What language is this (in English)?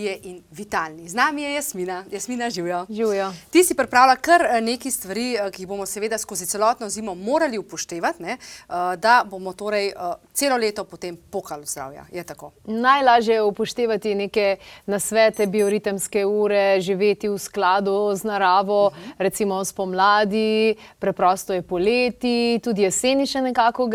Slovenian